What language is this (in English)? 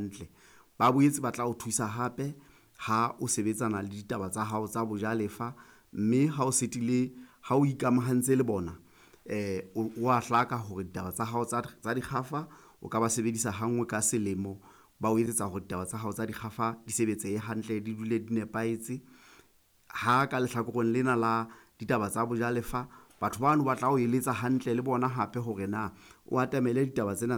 Southern Sotho